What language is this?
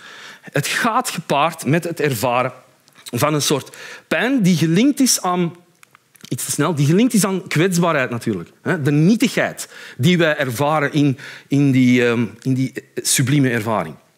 Dutch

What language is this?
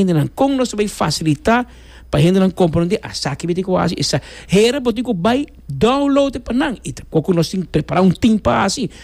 Papiamento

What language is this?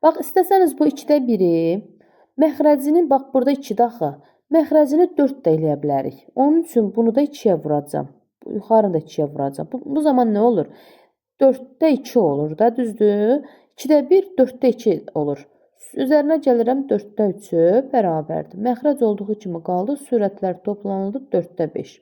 Azerbaijani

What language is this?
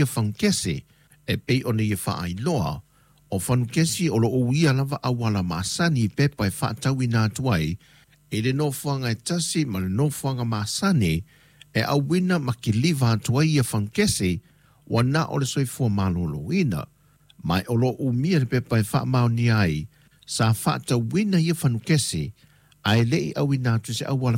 Samoan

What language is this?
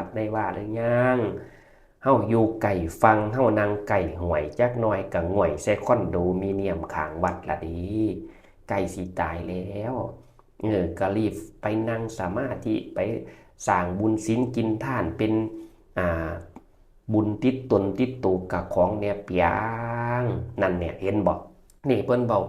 Northeastern Thai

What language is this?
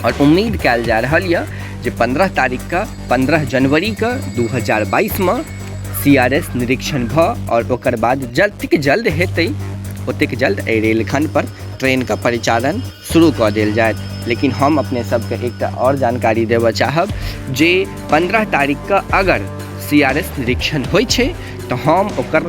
Maithili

